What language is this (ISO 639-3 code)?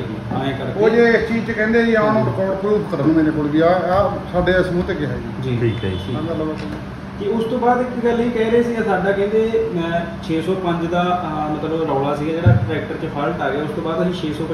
pan